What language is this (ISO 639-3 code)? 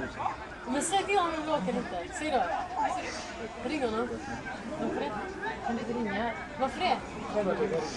swe